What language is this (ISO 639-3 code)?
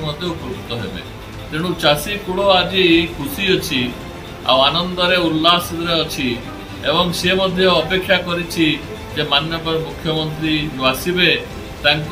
ori